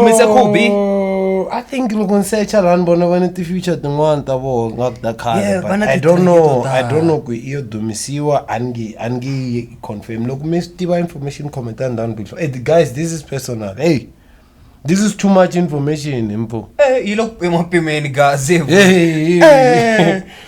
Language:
Tsonga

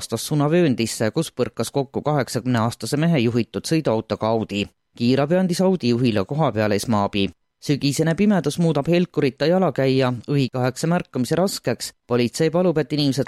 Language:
Estonian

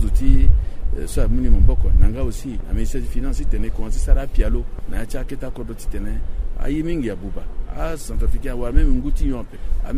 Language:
Sango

